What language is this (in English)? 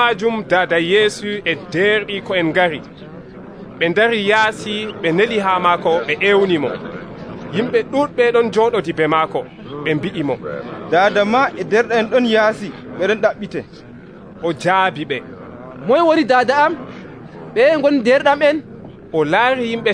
Nigerian Fulfulde